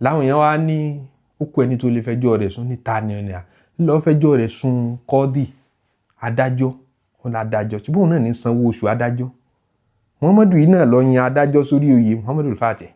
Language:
Yoruba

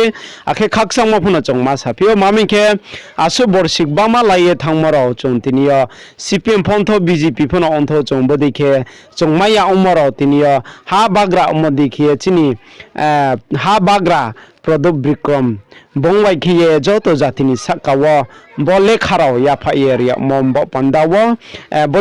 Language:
Riang (India)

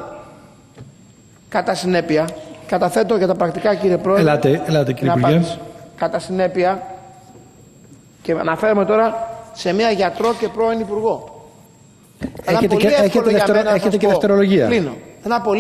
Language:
Greek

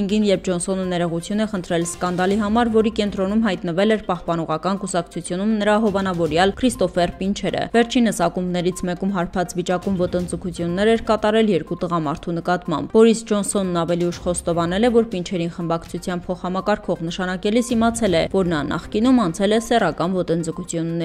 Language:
Armenian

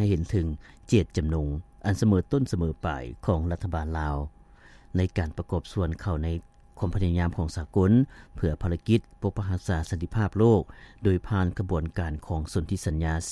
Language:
Lao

